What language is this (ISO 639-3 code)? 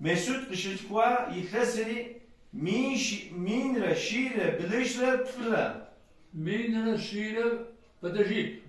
kbd